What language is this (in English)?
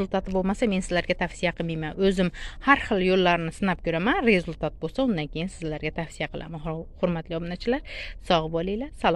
Uzbek